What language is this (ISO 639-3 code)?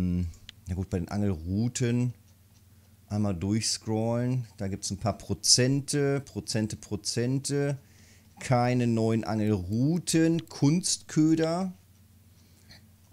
deu